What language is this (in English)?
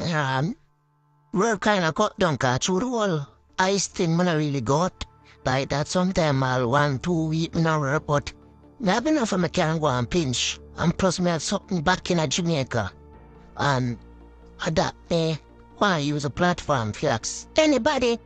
Jamaican Creole English